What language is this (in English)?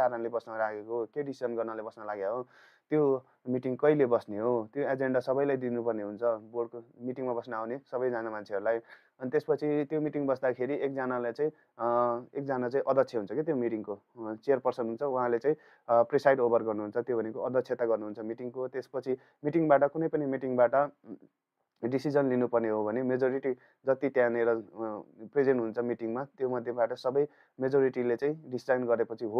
Nepali